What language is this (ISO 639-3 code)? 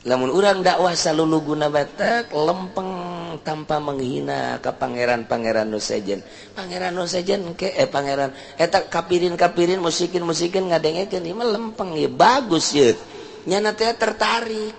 sun